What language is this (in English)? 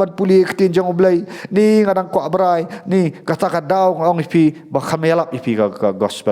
Khasi